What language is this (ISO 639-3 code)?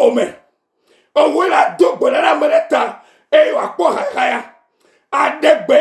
ewe